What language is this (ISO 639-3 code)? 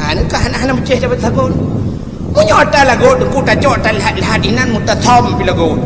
ace